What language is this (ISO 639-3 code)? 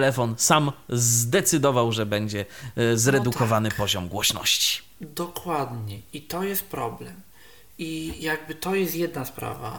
pol